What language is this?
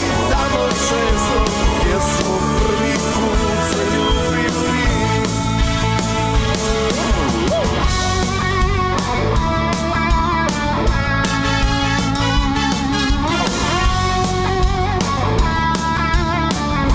Croatian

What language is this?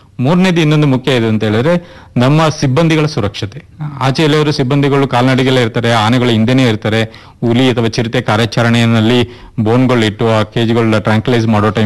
Kannada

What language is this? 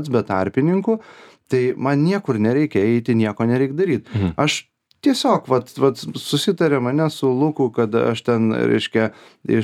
Lithuanian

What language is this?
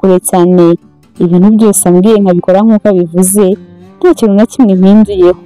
Kinyarwanda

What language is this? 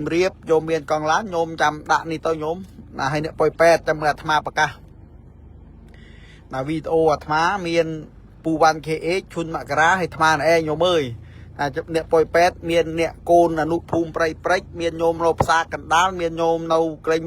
Khmer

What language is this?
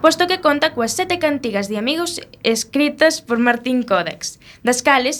Galician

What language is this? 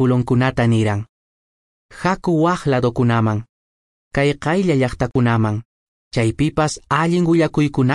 Quechua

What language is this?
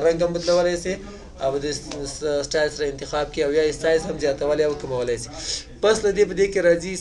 Pashto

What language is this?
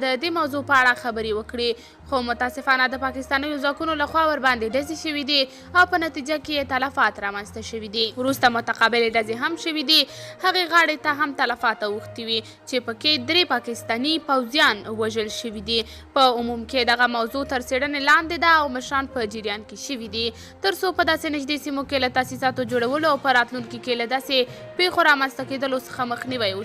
Pashto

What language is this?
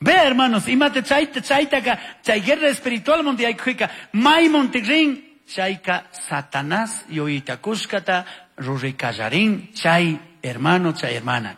Chimborazo Highland Quichua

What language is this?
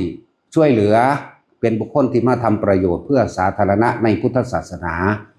Lao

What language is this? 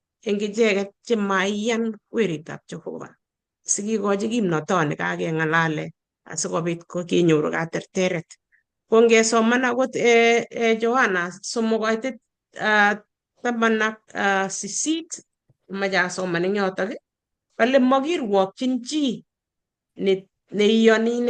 Kalenjin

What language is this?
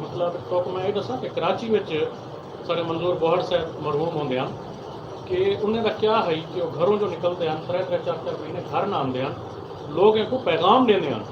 Saraiki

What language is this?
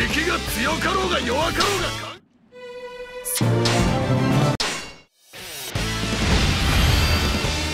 Japanese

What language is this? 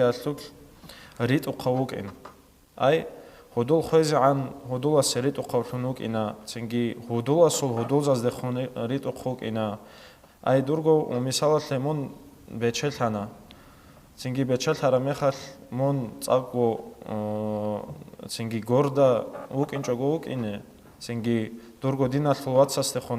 Avaric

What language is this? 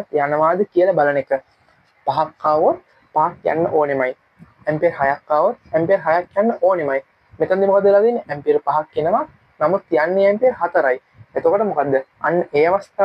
Sinhala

